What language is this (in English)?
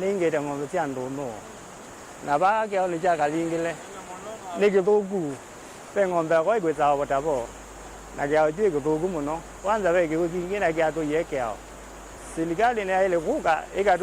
Kamba